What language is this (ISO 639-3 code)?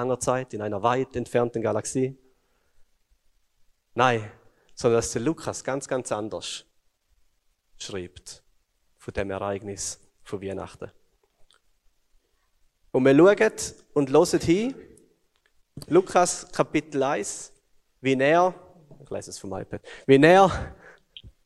deu